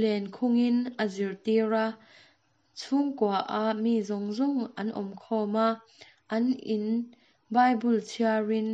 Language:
Mizo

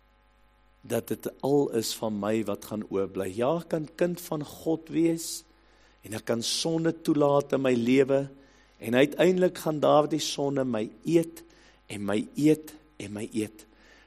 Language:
Afrikaans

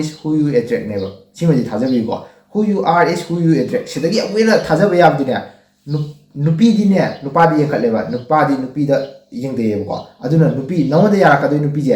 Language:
Manipuri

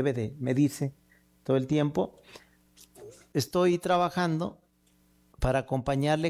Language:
Spanish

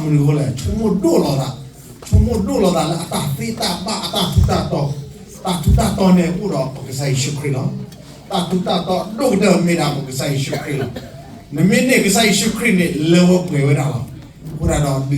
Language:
S'gaw Karen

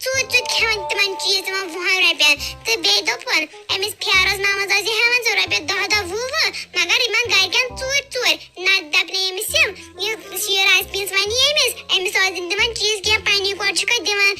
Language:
Kashmiri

